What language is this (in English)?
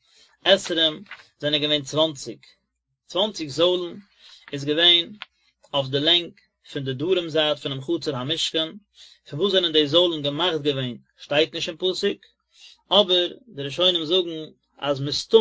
Yiddish